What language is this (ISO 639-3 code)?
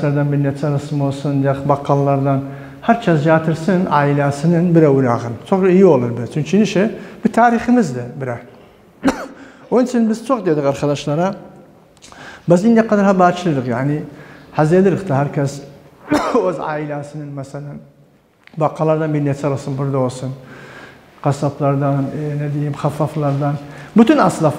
tur